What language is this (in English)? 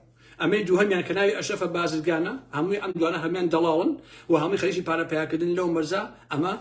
Central Kurdish